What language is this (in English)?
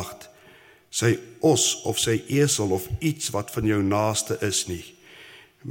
Afrikaans